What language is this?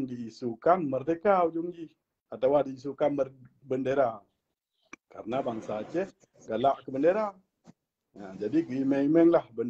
Achinese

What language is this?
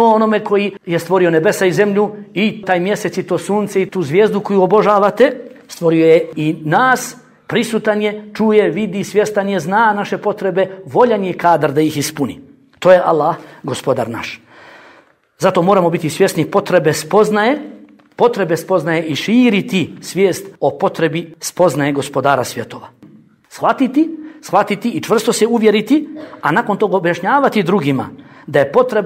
Bosnian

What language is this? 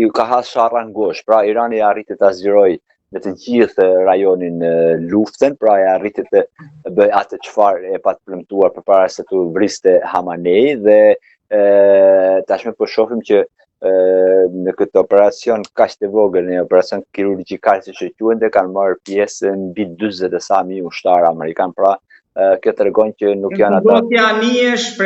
Albanian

